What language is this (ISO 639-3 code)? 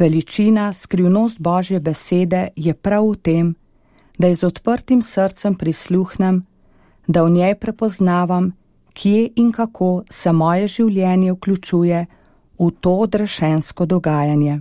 slv